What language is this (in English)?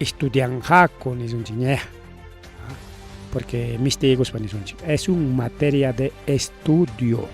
Ayacucho Quechua